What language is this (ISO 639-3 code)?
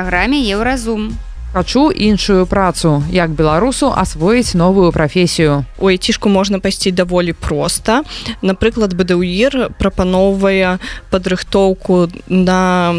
bel